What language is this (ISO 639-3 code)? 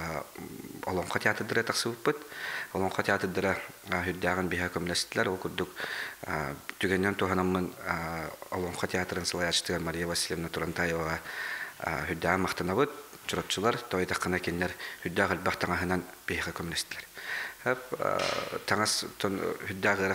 sah